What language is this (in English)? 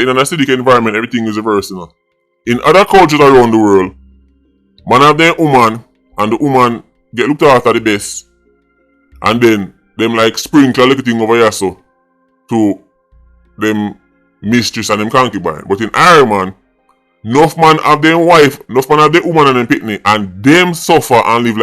Jamaican Creole English